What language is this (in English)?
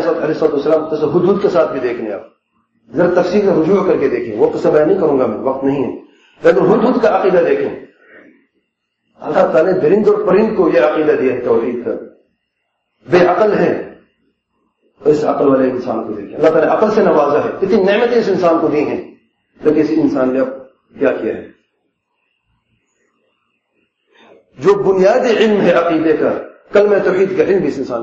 Urdu